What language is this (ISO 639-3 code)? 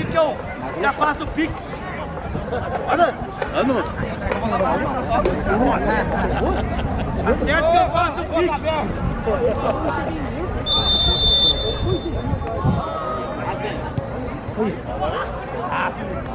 por